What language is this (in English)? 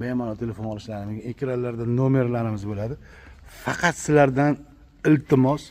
Uzbek